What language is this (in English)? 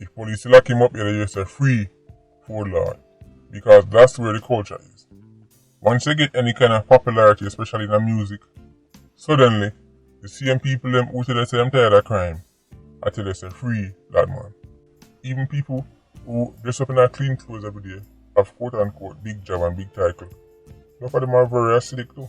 Jamaican Creole English